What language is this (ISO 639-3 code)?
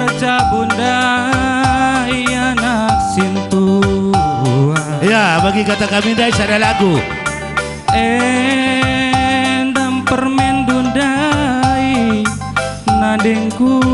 btx